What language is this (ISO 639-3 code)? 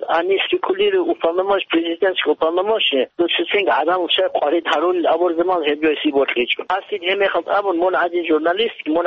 ava